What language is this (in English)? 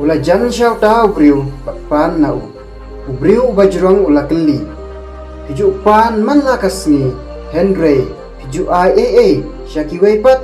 Khasi